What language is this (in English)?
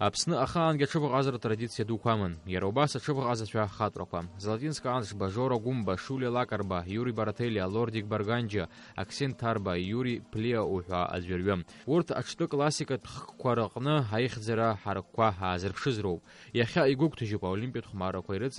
Abkhazian